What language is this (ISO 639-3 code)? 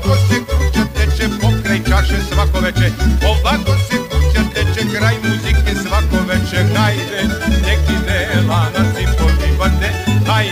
hrv